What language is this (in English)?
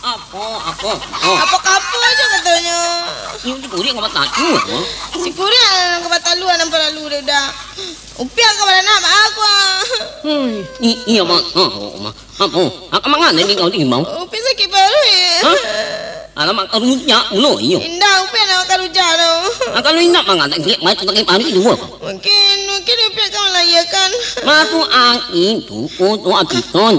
Minangkabau